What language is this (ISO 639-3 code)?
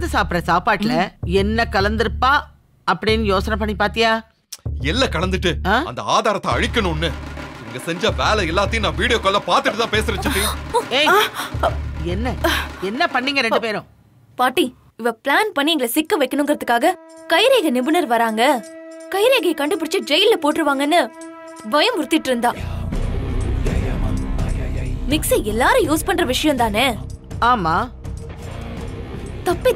tam